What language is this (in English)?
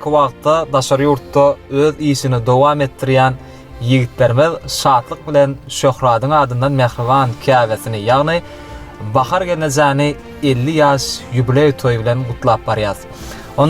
Turkmen